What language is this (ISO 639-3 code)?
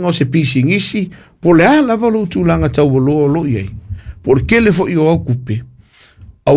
smo